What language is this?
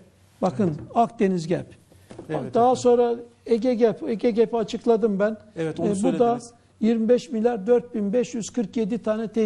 Turkish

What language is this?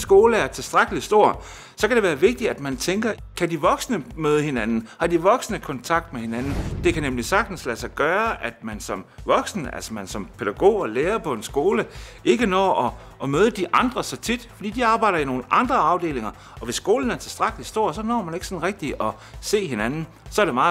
Danish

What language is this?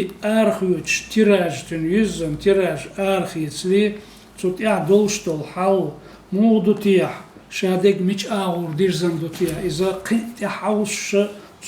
Chechen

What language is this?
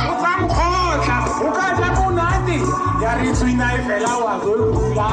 Tswana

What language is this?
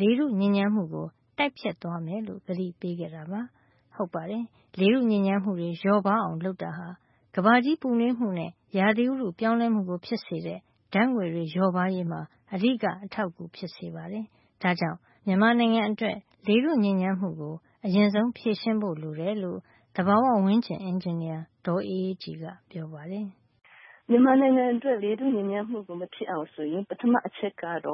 Burmese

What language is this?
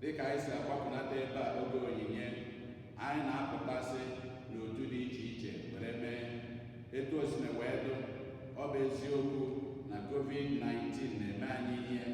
Igbo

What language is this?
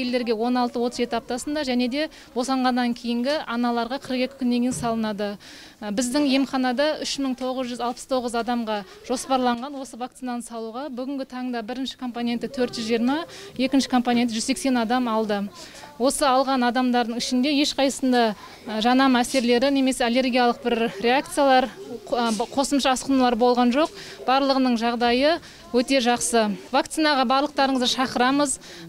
Kazakh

